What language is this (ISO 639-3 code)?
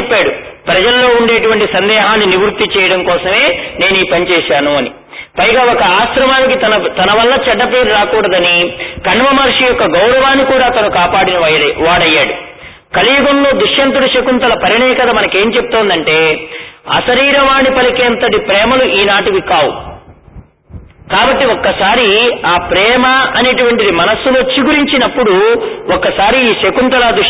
tel